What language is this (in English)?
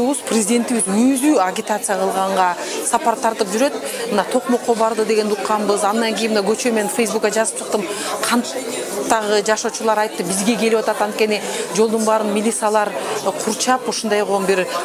Kyrgyz